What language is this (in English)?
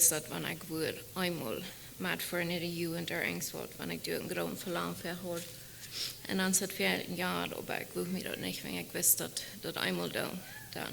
Plautdietsch